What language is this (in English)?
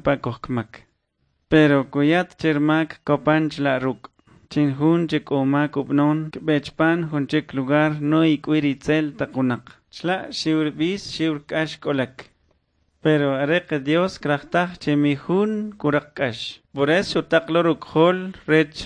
Kʼicheʼ